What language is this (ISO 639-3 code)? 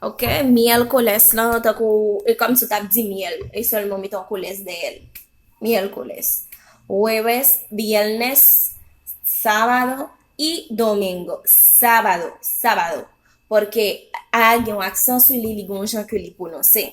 hat